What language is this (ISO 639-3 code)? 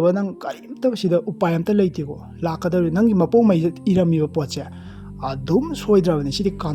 mni